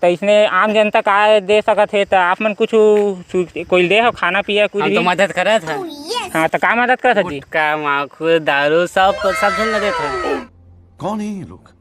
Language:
Chhattisgarhi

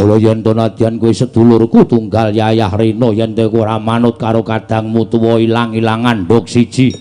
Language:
Javanese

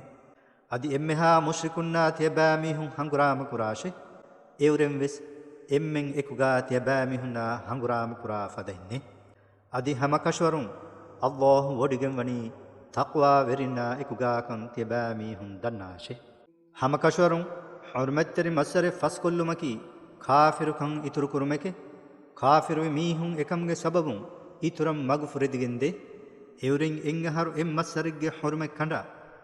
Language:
Divehi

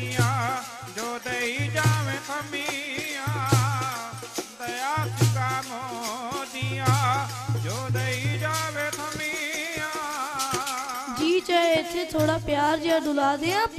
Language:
Punjabi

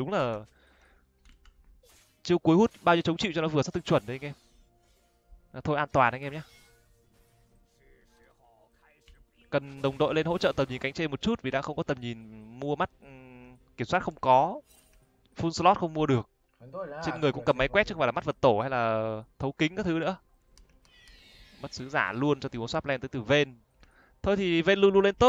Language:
Vietnamese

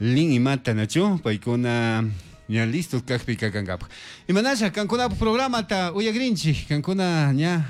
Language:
Chimborazo Highland Quichua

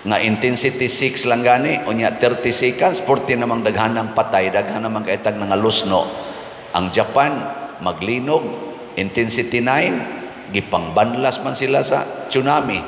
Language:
Cebuano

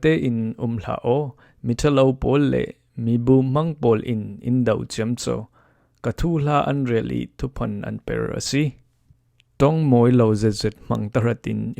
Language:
Falam Chin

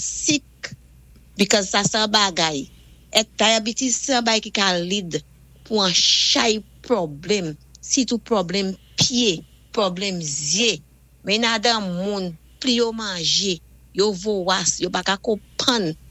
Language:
Saint Lucian Creole French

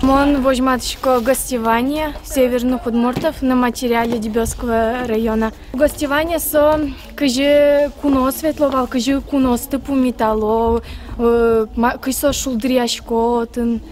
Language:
Udmurt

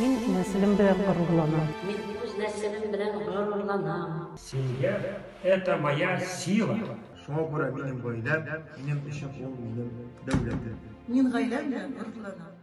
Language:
Tatar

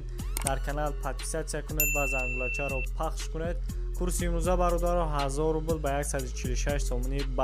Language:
Tajik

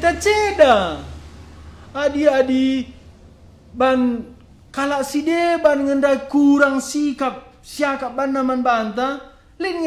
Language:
Batak Karo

